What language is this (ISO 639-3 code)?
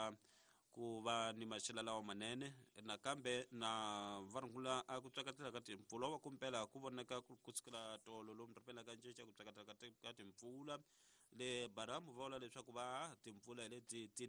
tso